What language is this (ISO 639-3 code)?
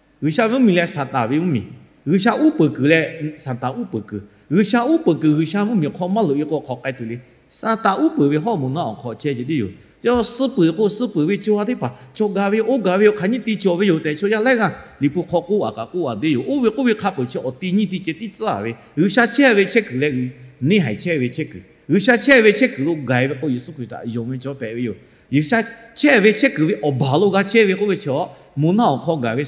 lhu